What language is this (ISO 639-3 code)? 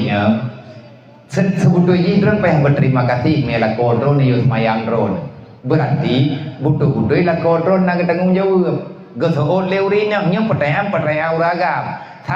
ace